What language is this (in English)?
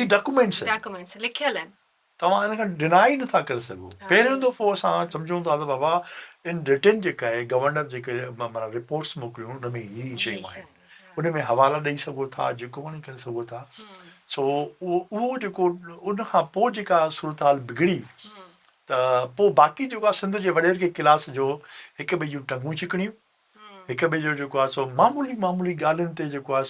Sindhi